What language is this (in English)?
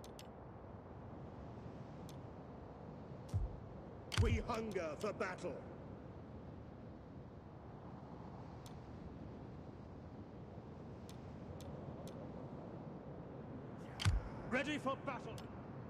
English